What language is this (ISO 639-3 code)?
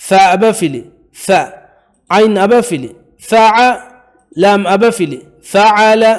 div